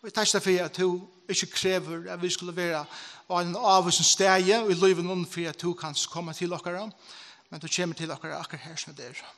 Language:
Faroese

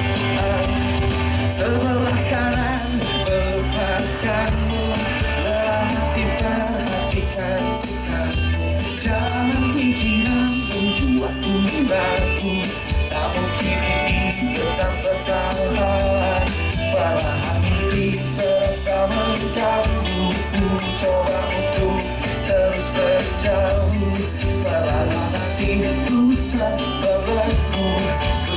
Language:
Indonesian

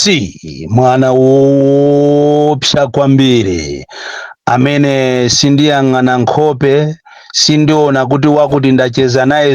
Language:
Nyanja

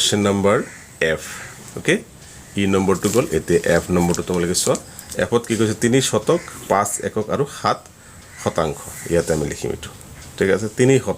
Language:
Assamese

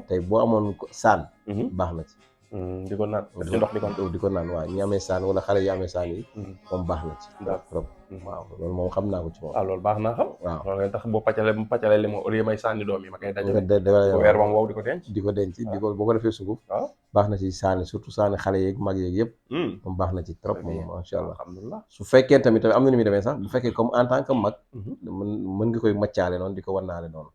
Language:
Wolof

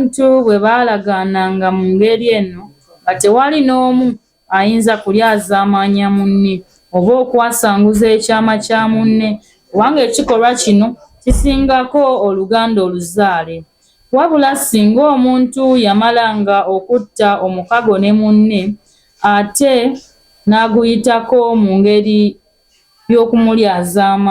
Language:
Ganda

